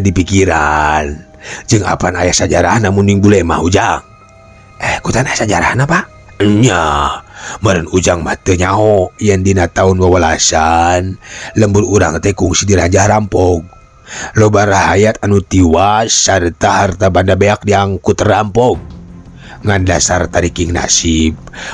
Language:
Sundanese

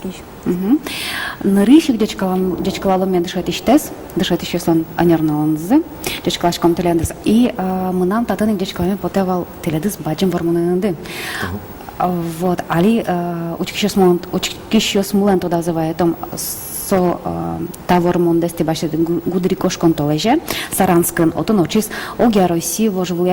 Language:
Udmurt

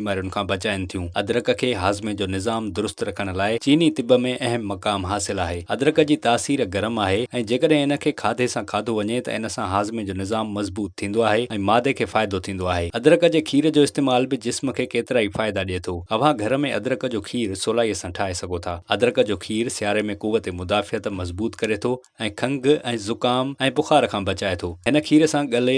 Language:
Sindhi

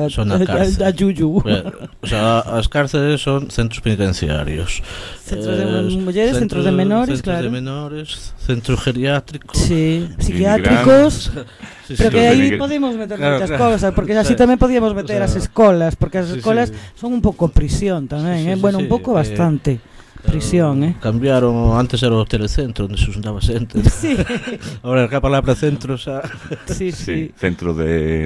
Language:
Galician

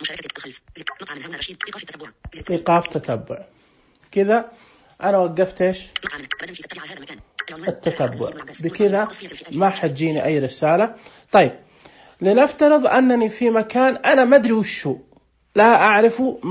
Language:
Najdi Arabic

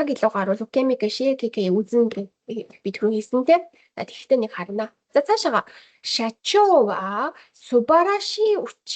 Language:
Mongolian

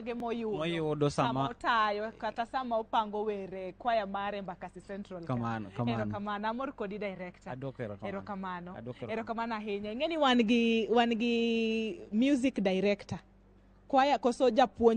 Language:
Luo (Kenya and Tanzania)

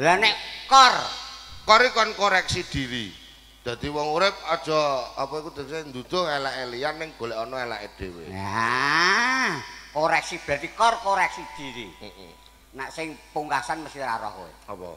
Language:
Javanese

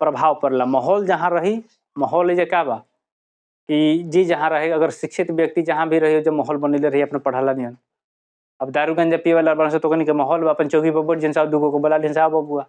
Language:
Bhojpuri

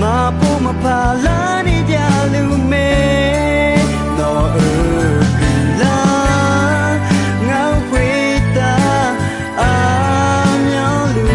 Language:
Akha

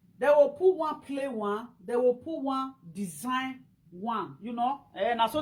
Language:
Nigerian Pidgin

